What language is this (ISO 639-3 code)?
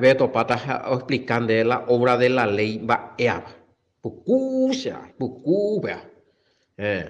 grn